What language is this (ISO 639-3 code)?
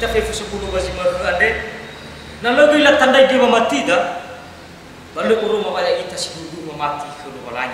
nia